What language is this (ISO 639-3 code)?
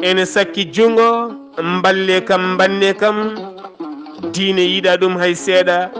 ful